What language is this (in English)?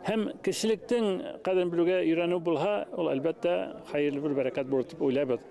Bashkir